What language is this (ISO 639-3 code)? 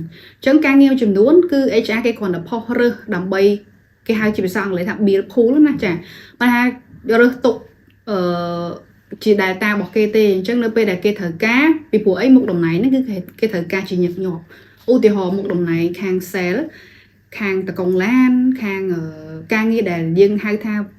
khm